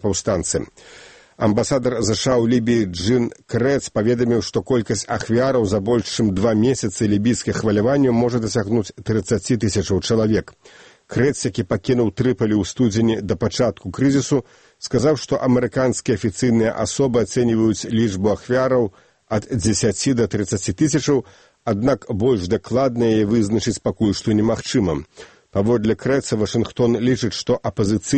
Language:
Belarusian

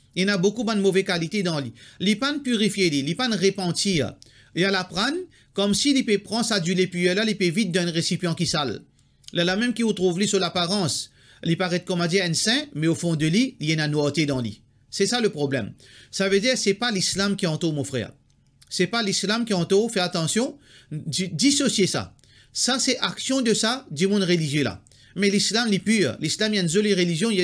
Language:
Morisyen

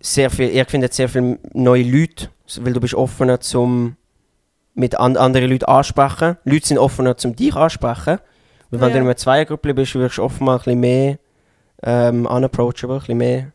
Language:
Swiss German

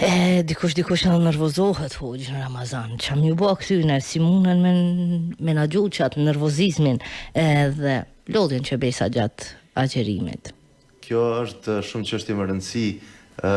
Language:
Albanian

